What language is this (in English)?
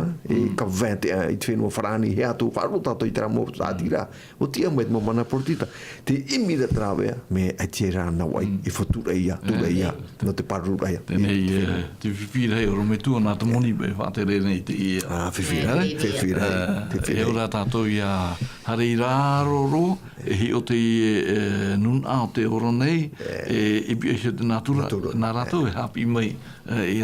Tahitian